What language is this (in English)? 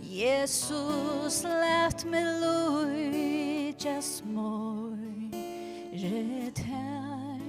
Faroese